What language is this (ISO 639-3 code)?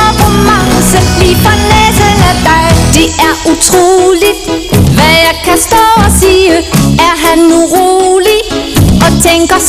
dan